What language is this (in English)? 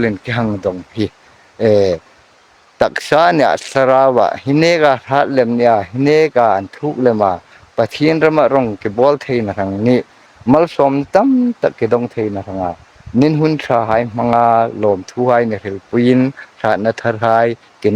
Hmar